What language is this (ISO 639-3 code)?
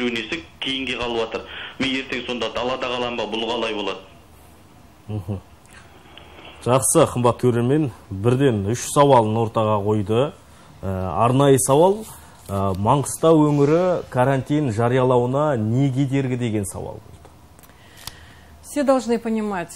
kaz